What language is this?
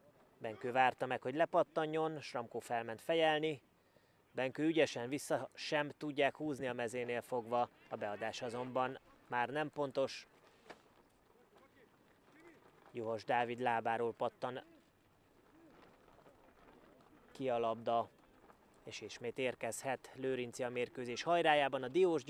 Hungarian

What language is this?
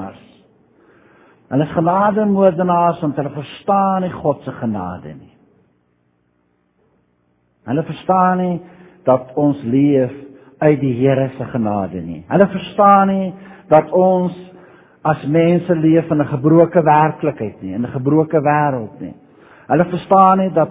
Afrikaans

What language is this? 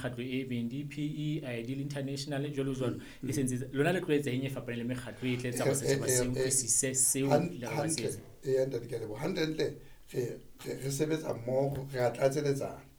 Southern Sotho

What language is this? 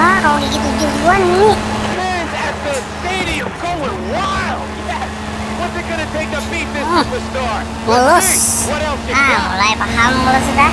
Banjar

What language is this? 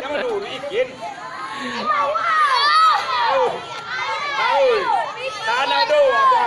Minangkabau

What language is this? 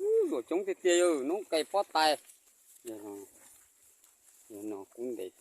Hmong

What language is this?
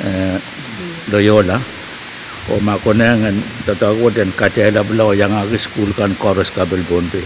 Pohnpeian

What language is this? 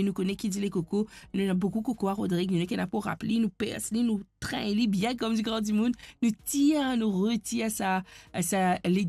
Morisyen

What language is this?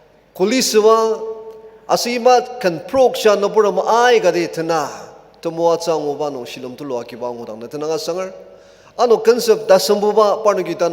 Ao Naga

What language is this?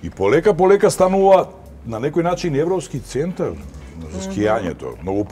Macedonian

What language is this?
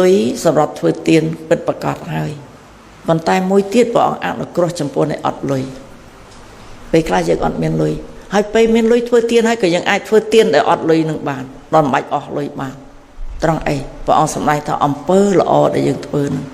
Khmer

